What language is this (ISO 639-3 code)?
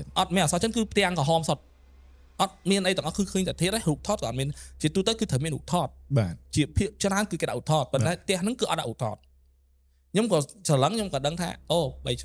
khm